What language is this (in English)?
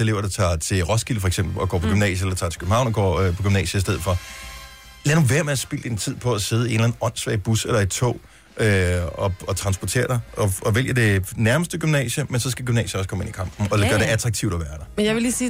Danish